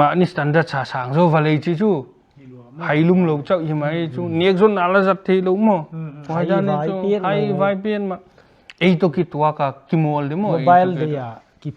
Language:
Paite Chin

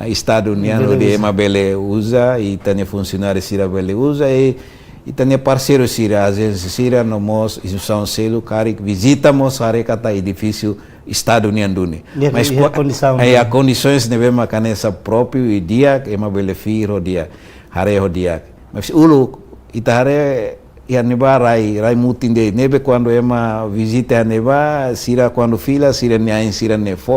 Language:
Tetum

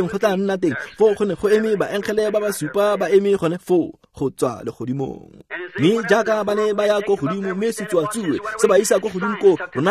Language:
Tswana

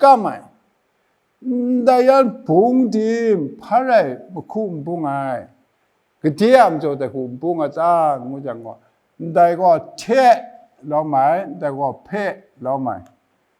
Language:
Kachin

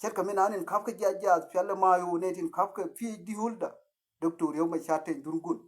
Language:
Nuer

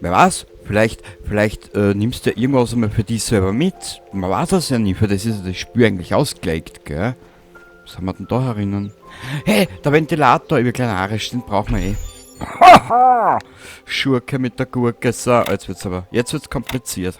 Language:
Bavarian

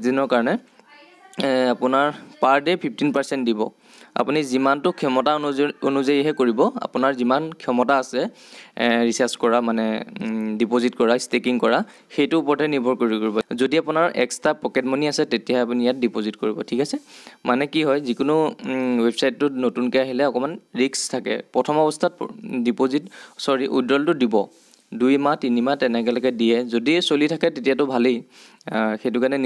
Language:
Assamese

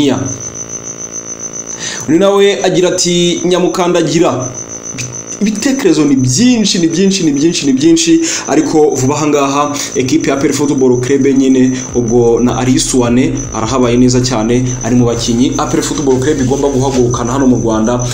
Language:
Kinyarwanda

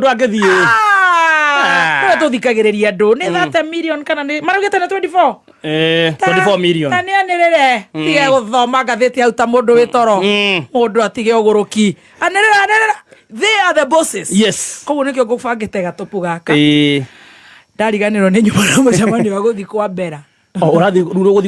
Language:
Kikuyu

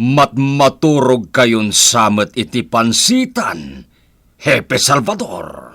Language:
Iloko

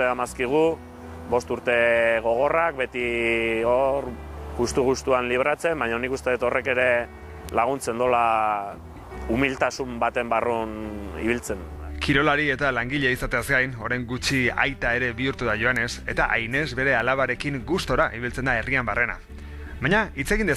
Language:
Basque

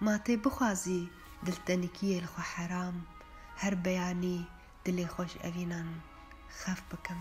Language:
Kurdish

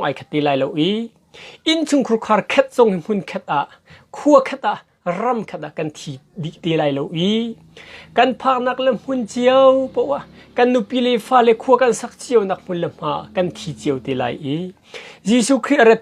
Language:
Hakha Chin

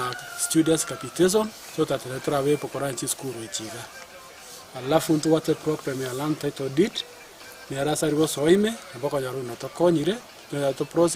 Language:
Gusii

